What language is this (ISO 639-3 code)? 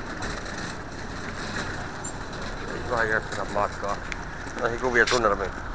fin